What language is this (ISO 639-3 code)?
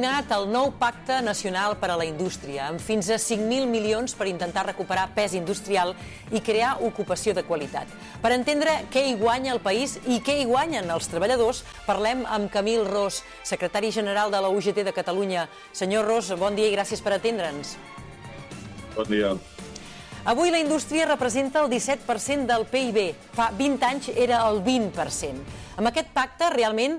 cat